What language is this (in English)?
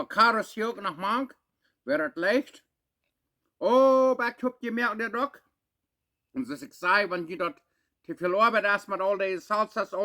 Plautdietsch